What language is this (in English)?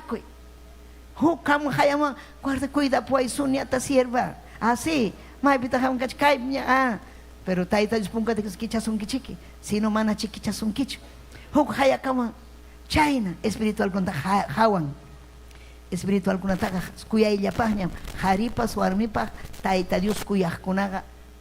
Ayacucho Quechua